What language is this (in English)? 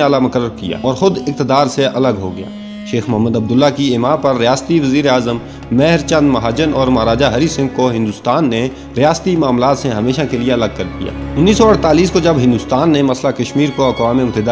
Urdu